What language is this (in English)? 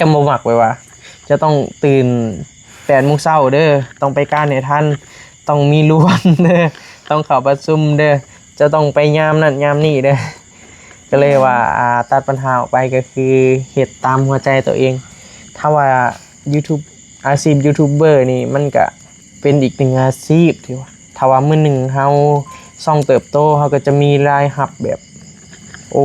Northeastern Thai